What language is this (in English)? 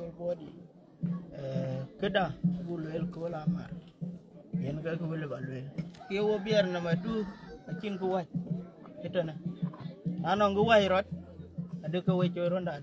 Dinka